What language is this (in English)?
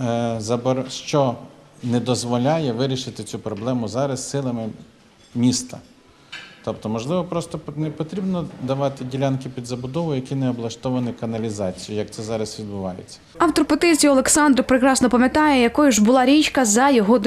Ukrainian